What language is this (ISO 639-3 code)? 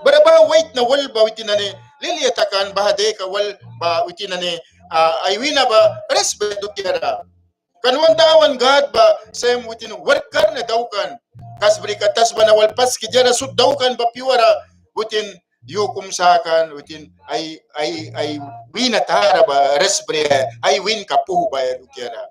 miq